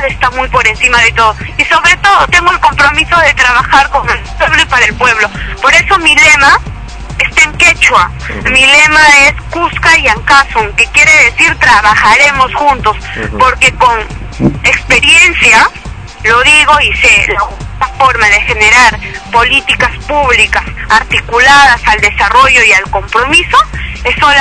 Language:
Spanish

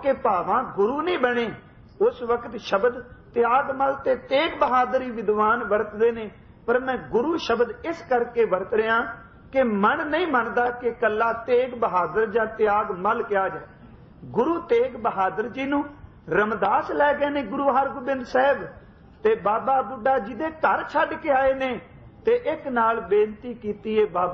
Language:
Punjabi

